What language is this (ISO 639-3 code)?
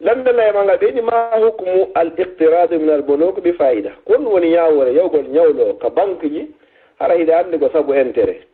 ful